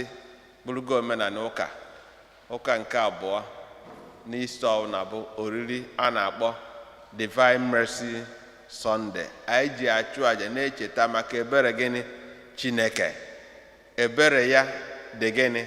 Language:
Igbo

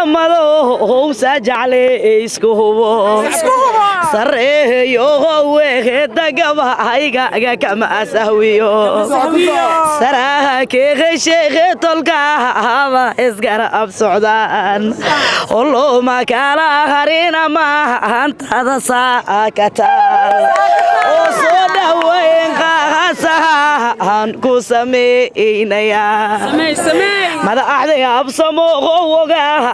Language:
Somali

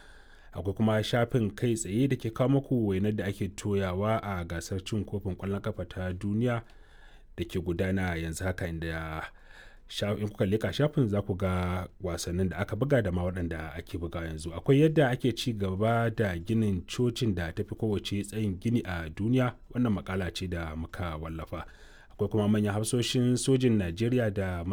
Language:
Hausa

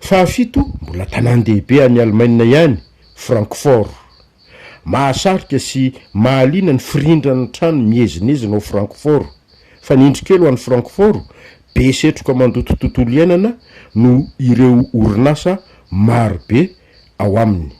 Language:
Malagasy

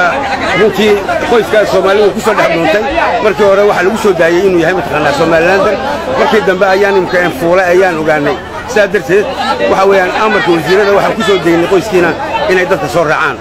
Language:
Somali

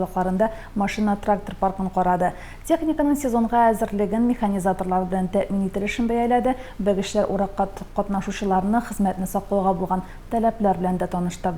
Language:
Tatar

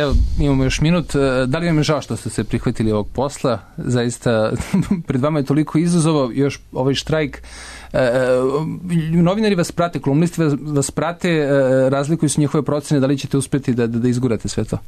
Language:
Serbian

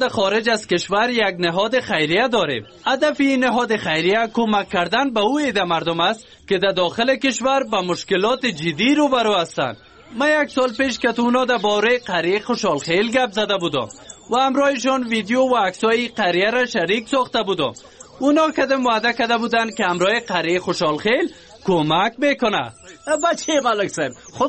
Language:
Persian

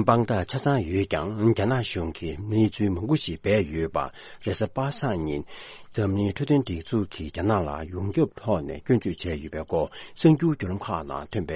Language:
Tibetan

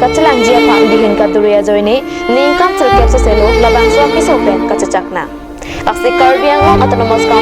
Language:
Karbi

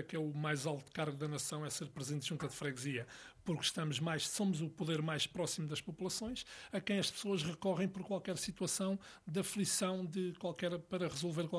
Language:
Portuguese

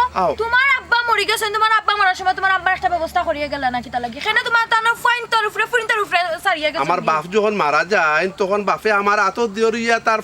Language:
Sylheti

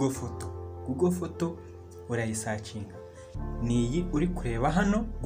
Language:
Kinyarwanda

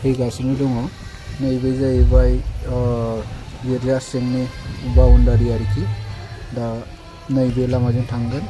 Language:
Bodo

